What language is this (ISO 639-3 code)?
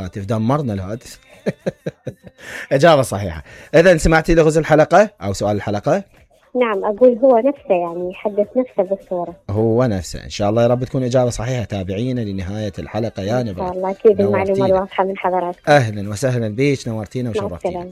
acm